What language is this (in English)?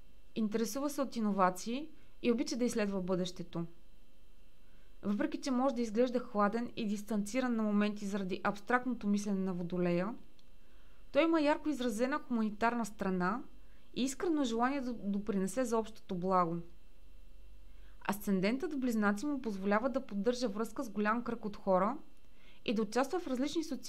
Bulgarian